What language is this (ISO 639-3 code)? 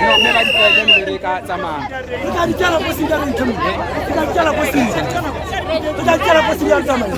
tsn